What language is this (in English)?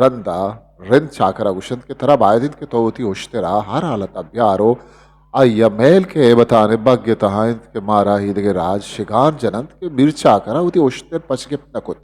Eastern Balochi